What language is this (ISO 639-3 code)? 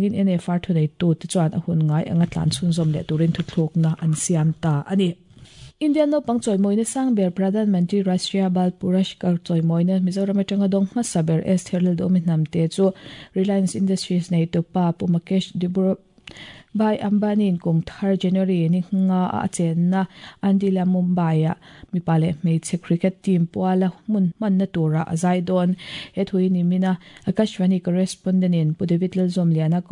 lus